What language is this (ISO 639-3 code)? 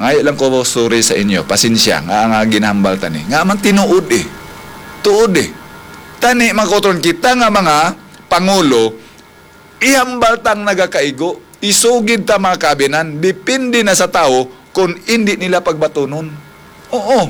hil